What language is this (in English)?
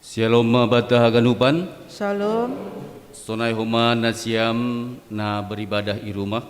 Batak Simalungun